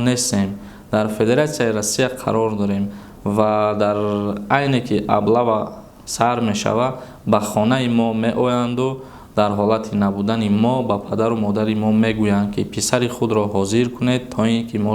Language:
Tajik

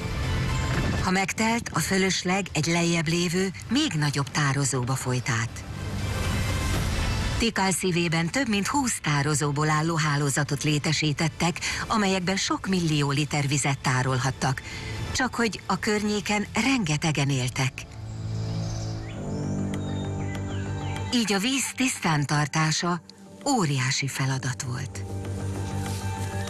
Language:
Hungarian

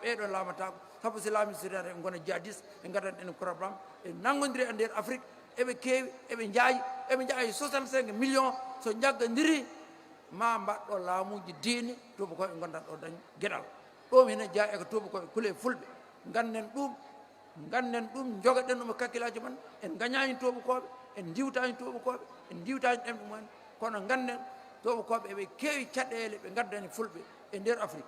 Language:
Fula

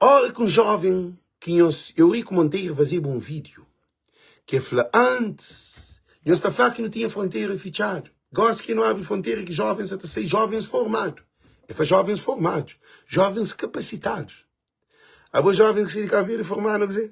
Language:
Kabuverdianu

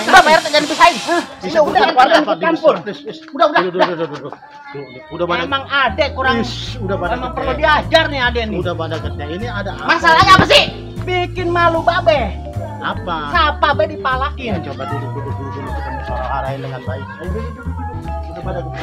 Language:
Betawi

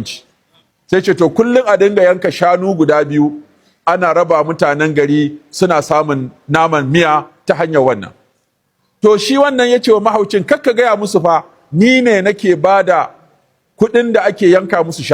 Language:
Hausa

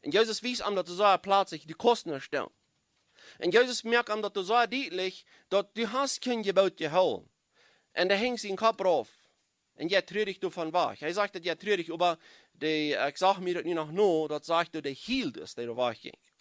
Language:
Plautdietsch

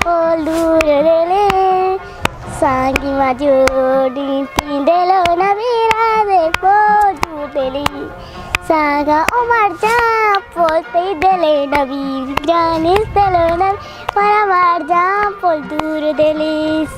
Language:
Eastern Balochi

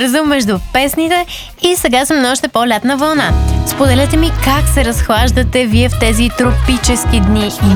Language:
Bulgarian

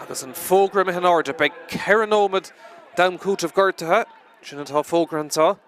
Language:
Irish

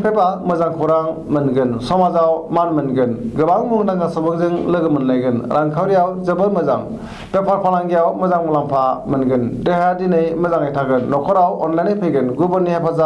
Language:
Bodo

